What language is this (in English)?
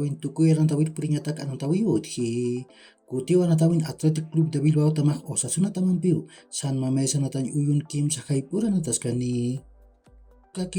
Aymara